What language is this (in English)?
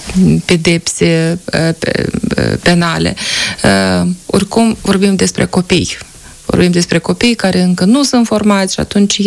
Romanian